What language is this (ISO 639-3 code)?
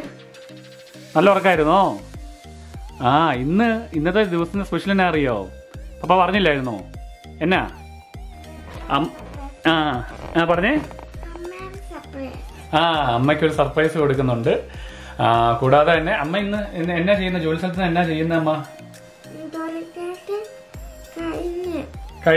mal